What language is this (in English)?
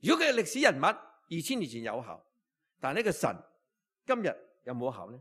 Cantonese